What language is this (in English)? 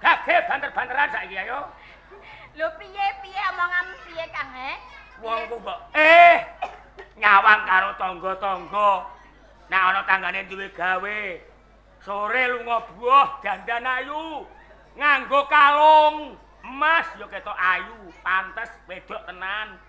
Javanese